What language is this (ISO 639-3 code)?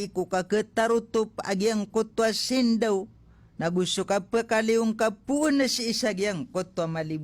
mrw